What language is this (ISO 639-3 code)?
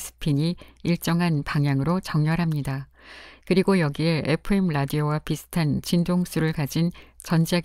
kor